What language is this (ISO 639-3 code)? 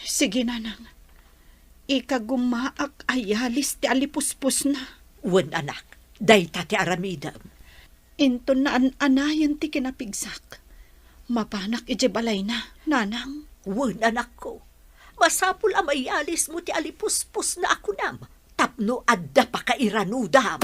ilo